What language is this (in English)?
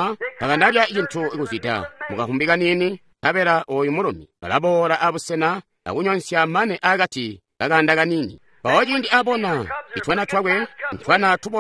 Tonga (Zambia)